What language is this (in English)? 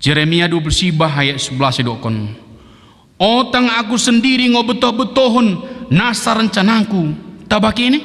Batak Dairi